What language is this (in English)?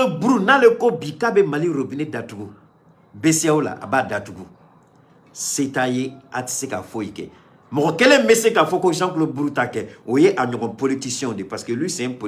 Bambara